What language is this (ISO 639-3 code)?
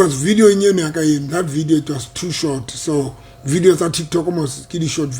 sot